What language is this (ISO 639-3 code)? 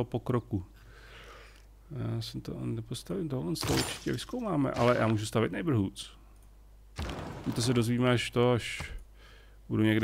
ces